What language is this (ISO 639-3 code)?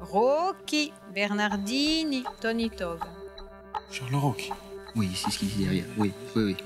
cos